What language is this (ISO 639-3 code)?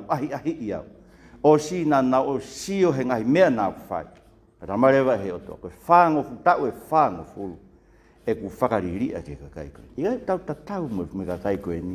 ton